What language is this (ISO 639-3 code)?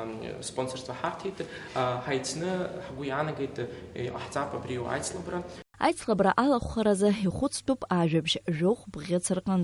abk